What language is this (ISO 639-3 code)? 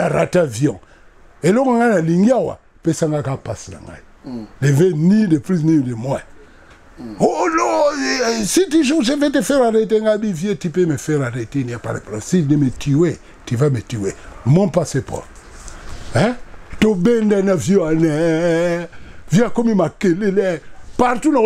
lin